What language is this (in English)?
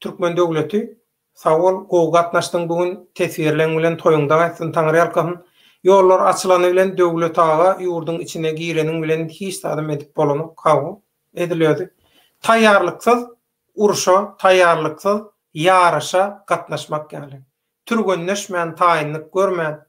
Turkmen